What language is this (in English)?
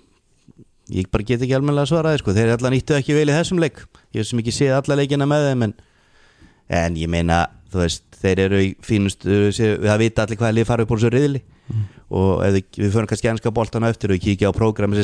Icelandic